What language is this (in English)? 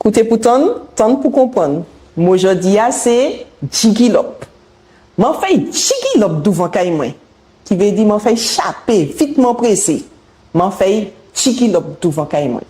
Guadeloupean Creole French